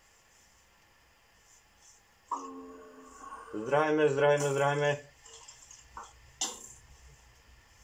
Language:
Slovak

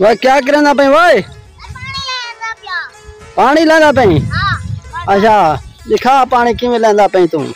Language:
Saraiki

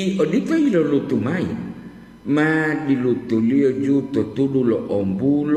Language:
Gorontalo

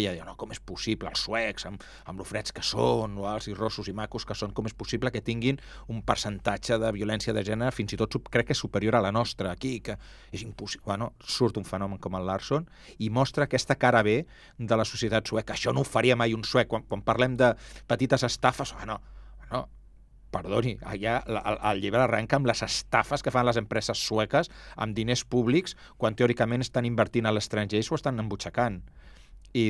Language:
Catalan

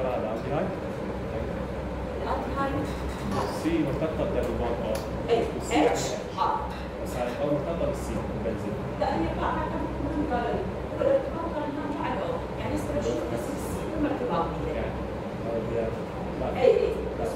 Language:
Mesopotamian Arabic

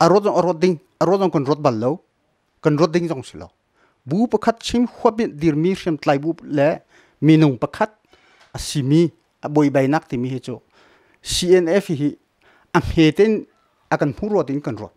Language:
Hakha Chin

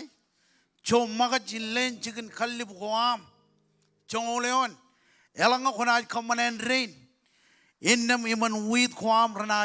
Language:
Marshallese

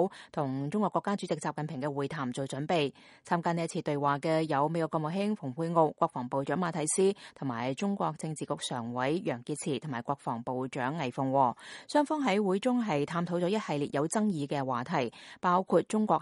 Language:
Cantonese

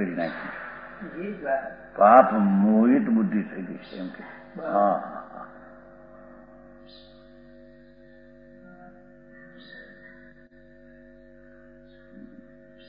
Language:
Gujarati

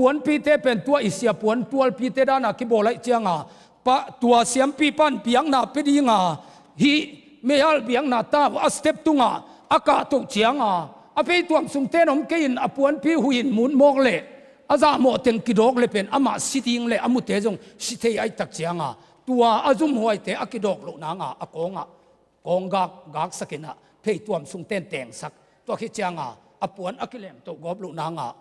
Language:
Tedim Chin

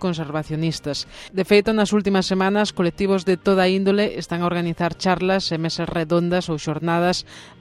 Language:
Galician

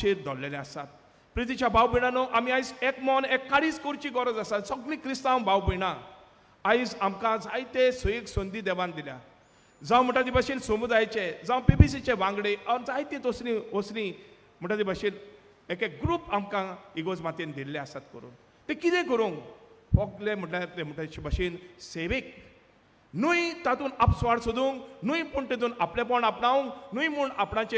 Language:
Konkani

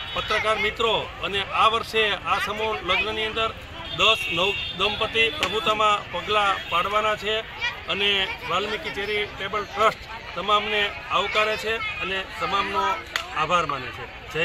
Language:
Gujarati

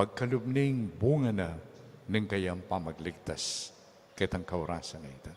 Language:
Pampanga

